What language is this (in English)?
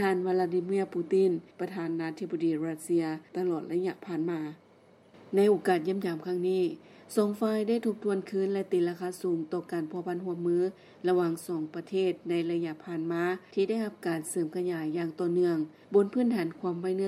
Lao